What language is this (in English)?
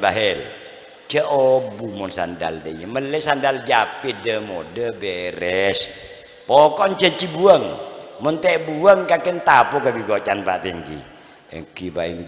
Madurese